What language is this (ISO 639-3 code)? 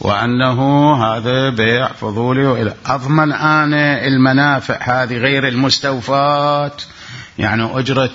acm